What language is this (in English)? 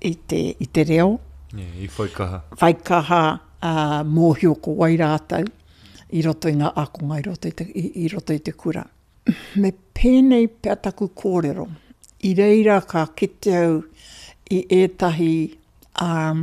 Māori